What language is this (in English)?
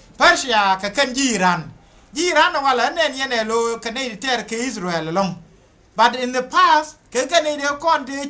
Nuer